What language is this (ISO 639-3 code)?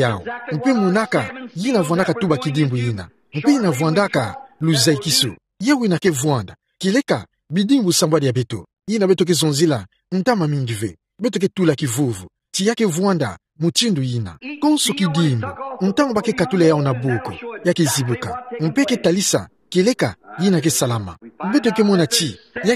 ktu